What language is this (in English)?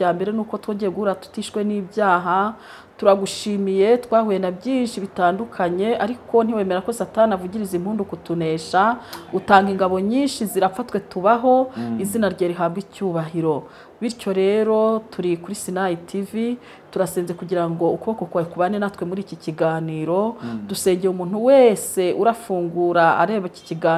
Kinyarwanda